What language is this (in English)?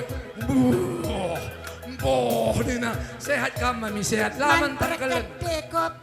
Batak Karo